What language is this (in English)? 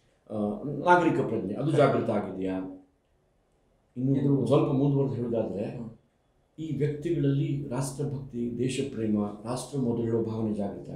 Kannada